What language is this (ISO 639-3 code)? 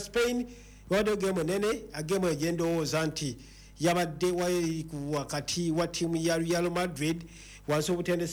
lug